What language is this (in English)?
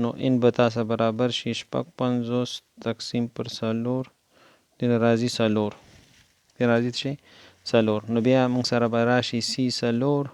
Pashto